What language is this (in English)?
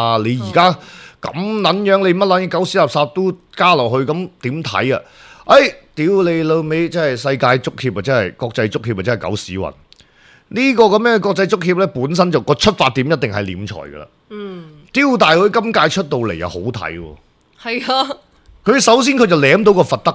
Cantonese